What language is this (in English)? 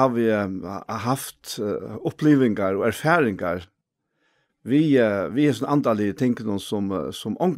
Faroese